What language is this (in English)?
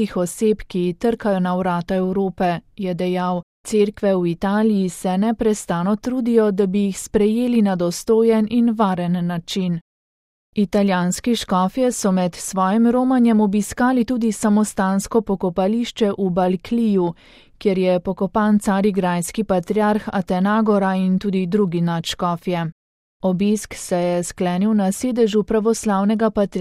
Slovenian